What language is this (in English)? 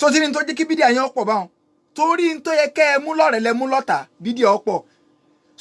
Yoruba